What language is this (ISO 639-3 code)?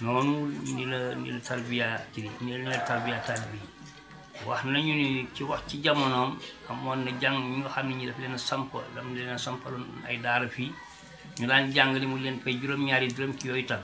wol